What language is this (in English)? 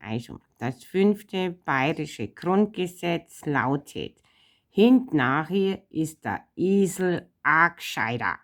Bavarian